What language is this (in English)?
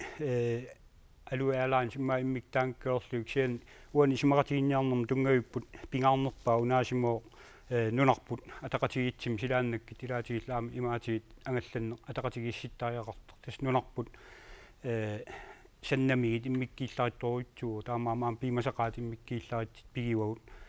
Kalaallisut